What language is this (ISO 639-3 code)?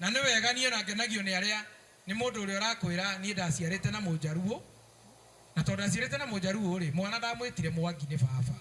kik